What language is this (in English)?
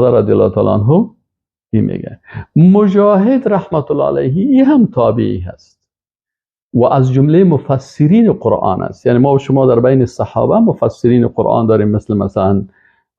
Persian